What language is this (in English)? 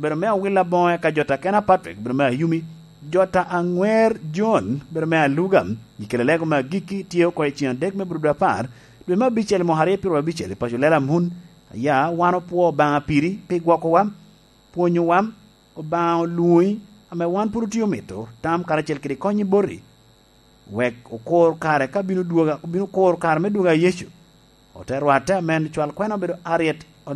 Lango (Uganda)